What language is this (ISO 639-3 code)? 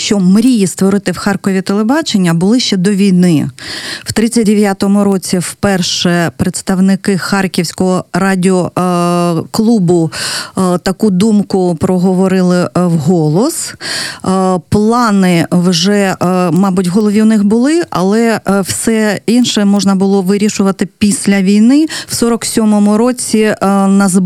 ukr